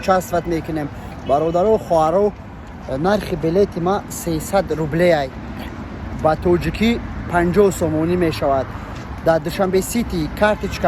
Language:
Tajik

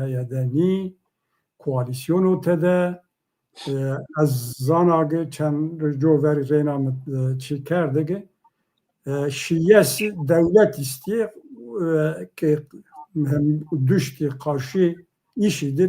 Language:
Zaza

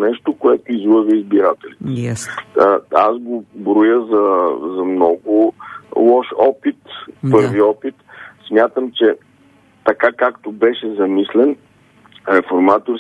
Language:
Bulgarian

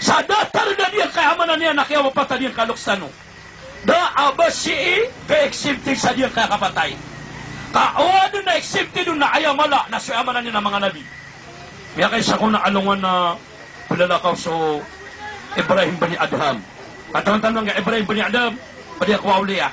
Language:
Maranao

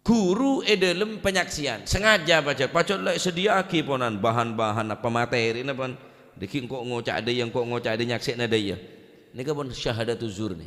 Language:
Madurese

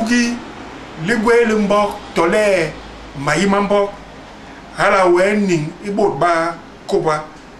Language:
Basaa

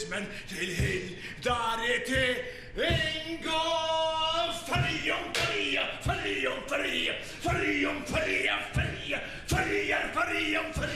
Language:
Faroese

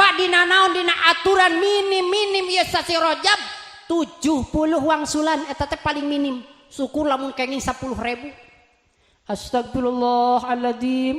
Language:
Sundanese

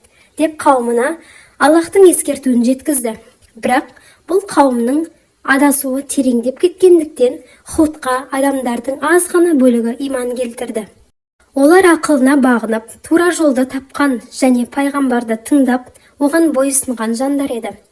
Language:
Kazakh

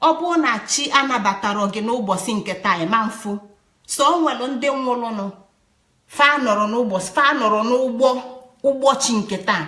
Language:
Igbo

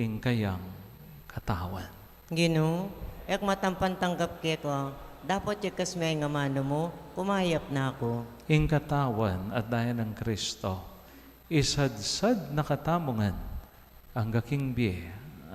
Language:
Pampanga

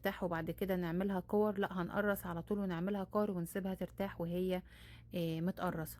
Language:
Egyptian Arabic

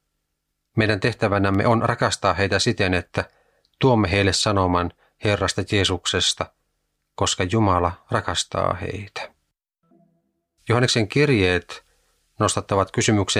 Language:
Finnish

